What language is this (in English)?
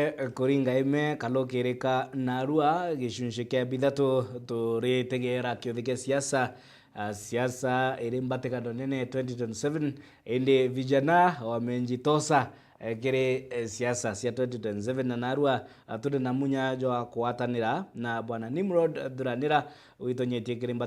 Meru